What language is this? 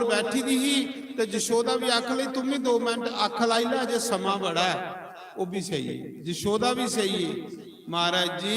Dogri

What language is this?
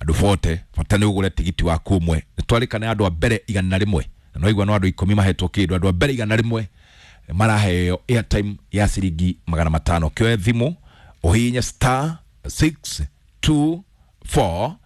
Kikuyu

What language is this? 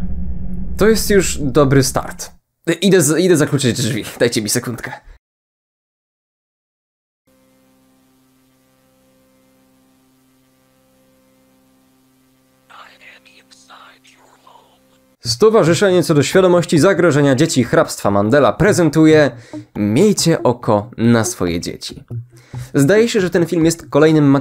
Polish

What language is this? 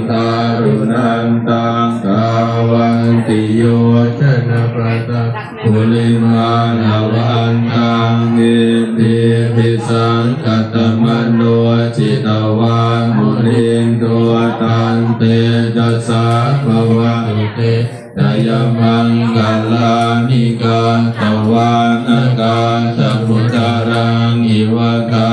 Pali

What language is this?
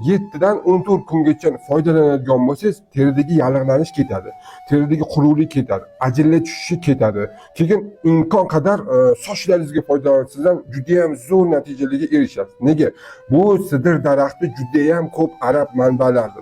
Uzbek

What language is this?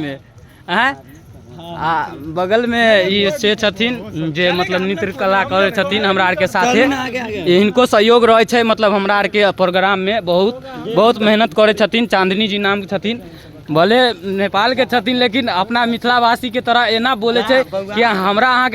Maithili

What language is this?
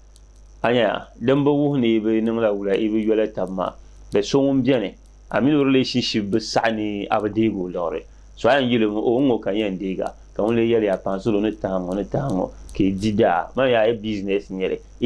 Dagbani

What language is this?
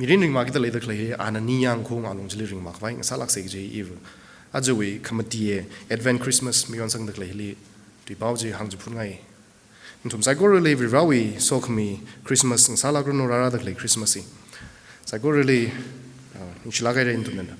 Tangkhul Naga (India)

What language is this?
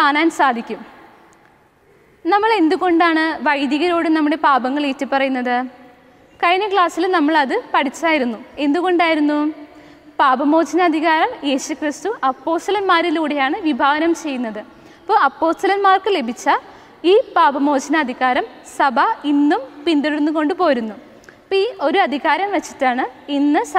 Malayalam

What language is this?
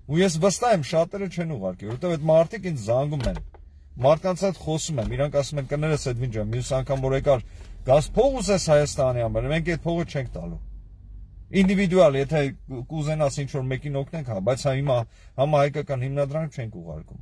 Armenian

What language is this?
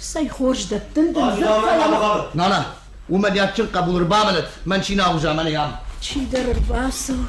Ossetic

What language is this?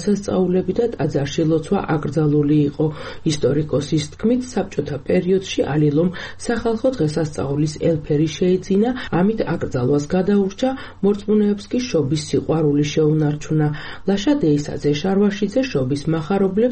Georgian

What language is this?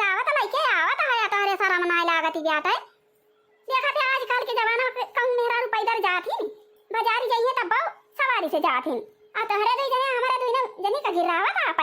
Awadhi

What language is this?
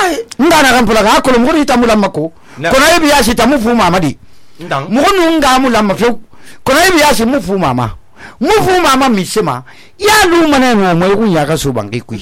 Susu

